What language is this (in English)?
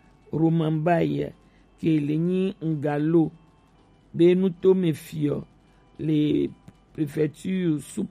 Gen